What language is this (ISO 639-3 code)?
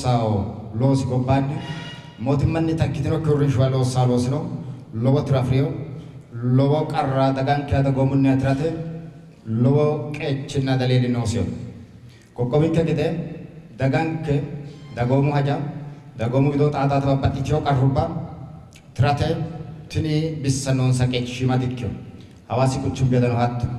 sid